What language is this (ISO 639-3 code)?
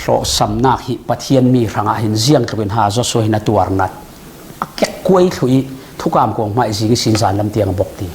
cfm